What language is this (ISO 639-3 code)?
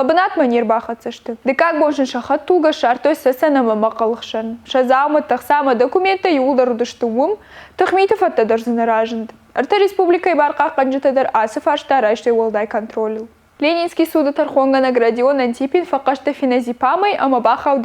oss